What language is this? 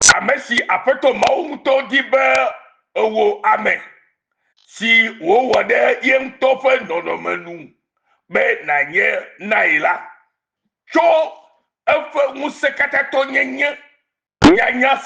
Ewe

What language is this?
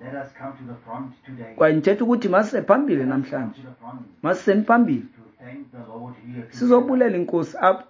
Xhosa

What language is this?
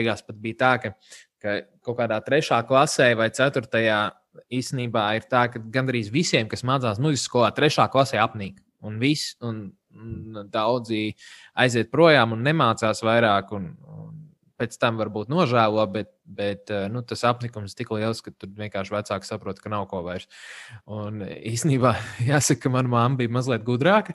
Latvian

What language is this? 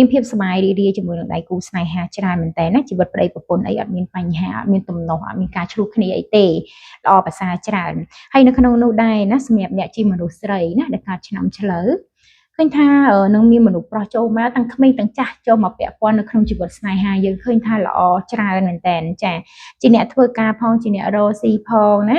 Khmer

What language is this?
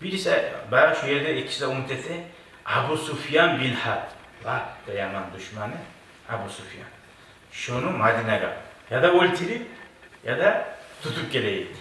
Kumyk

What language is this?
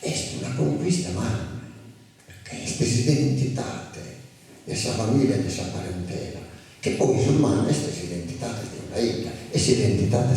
Sardinian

